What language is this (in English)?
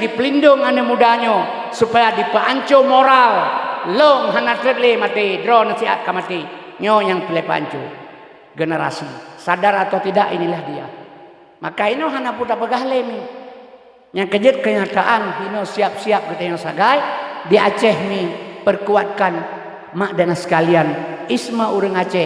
Achinese